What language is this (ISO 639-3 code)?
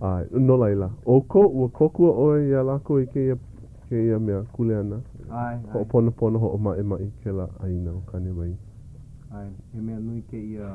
haw